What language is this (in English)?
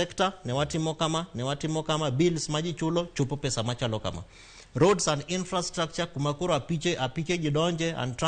Luo (Kenya and Tanzania)